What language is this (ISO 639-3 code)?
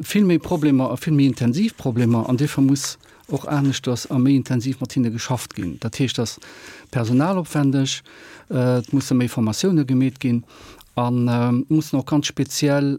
ltz